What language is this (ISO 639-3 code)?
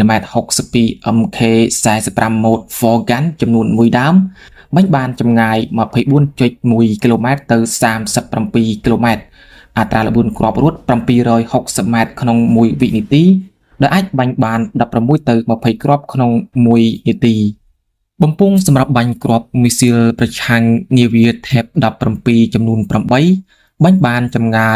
khm